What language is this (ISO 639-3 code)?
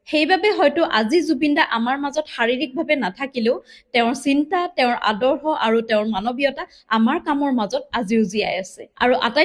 asm